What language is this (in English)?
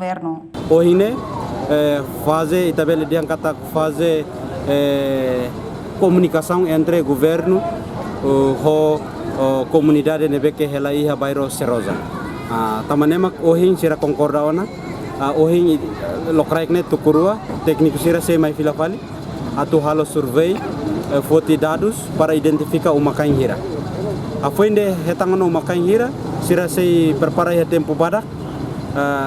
Tetum